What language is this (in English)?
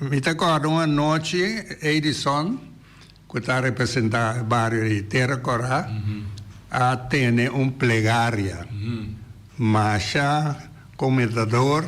Papiamento